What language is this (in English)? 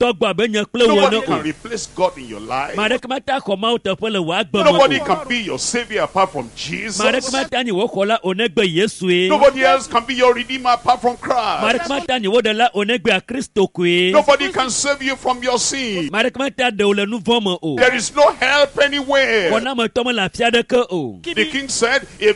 Ewe